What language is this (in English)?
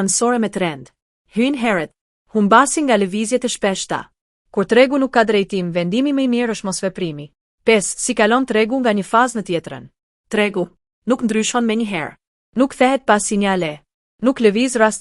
Albanian